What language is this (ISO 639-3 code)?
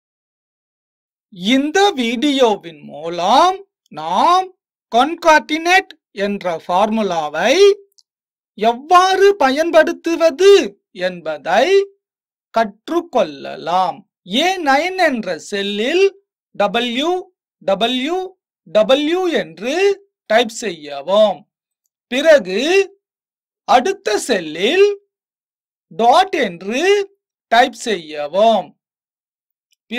tam